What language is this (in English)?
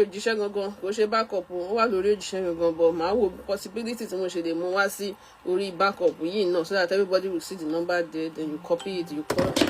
Yoruba